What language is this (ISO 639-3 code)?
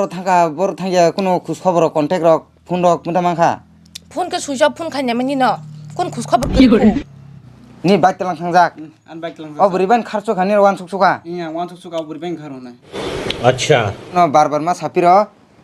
trp